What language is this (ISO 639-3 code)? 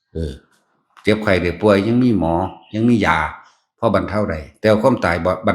tts